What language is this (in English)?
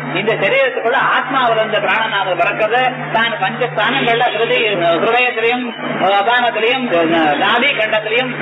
Tamil